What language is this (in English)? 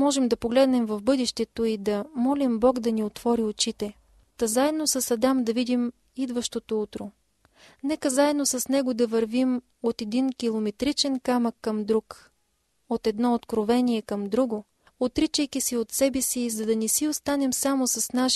Bulgarian